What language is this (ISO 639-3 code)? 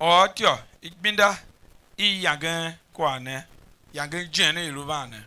tiv